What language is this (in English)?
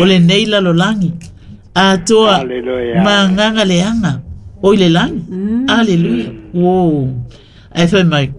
Samoan